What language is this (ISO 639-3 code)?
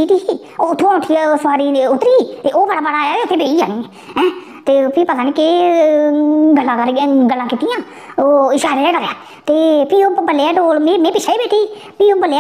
doi